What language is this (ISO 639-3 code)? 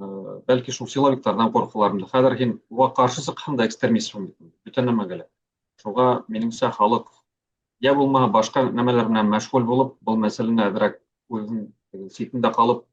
bak